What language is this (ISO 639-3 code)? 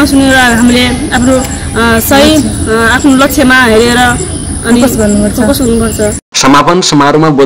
nep